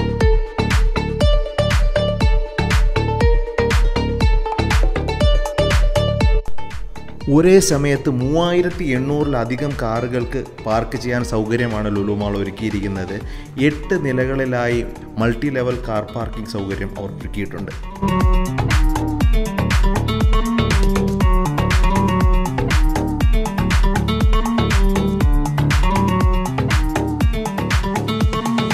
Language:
Malayalam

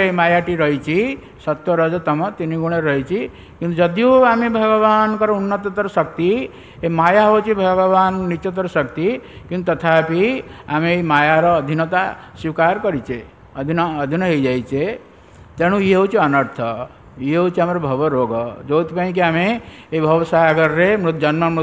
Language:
Odia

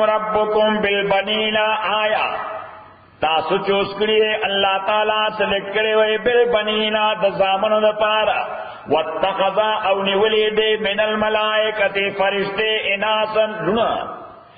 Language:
Pashto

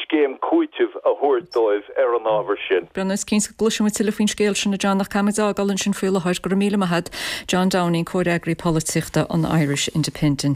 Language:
Irish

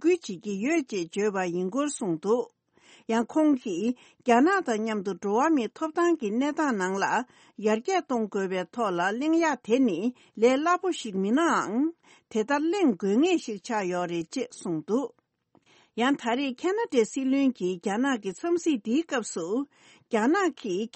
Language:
Tibetan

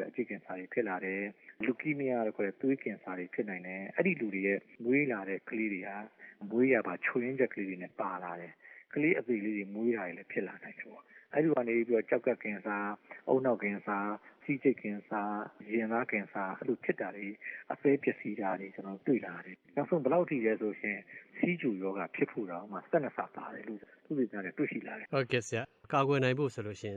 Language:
Burmese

